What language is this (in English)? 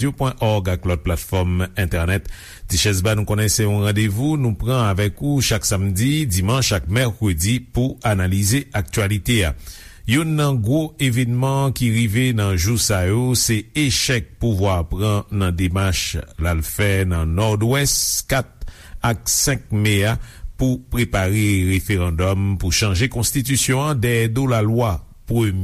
Haitian Creole